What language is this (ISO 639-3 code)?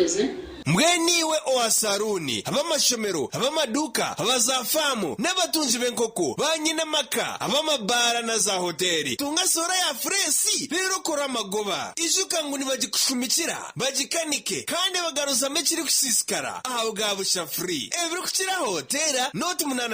nyn